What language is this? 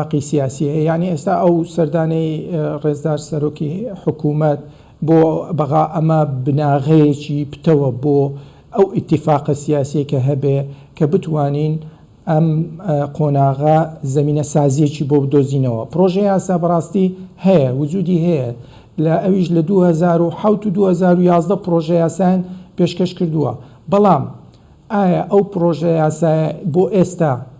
Central Kurdish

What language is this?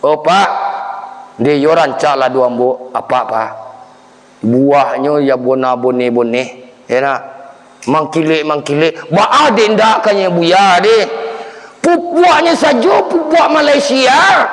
Minangkabau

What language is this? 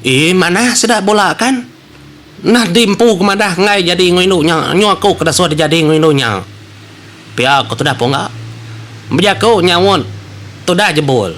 Iban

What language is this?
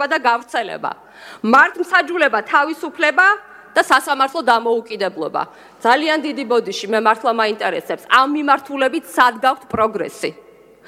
Georgian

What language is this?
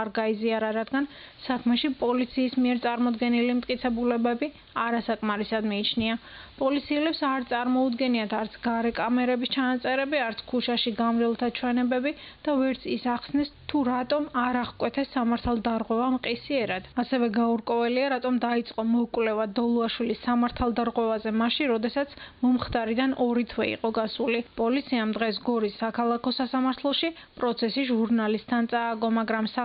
Georgian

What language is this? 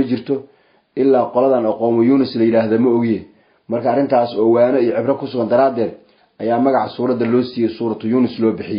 Somali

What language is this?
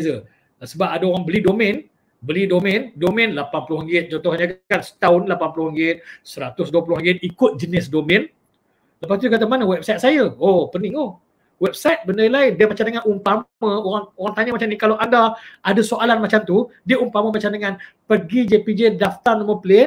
Malay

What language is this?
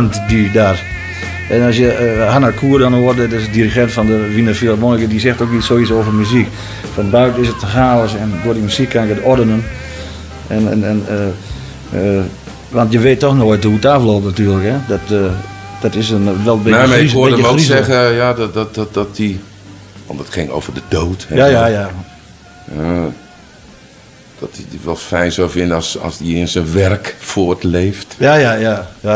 Dutch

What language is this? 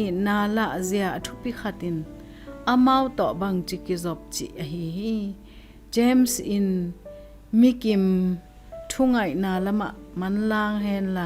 Tedim Chin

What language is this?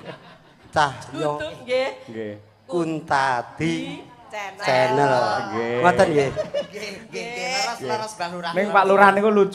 Javanese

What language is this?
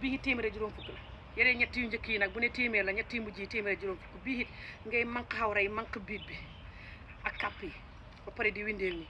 Wolof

